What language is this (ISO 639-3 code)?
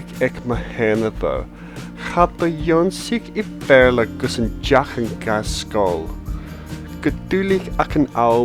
gla